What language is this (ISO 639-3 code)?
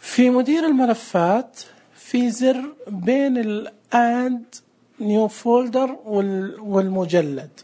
ars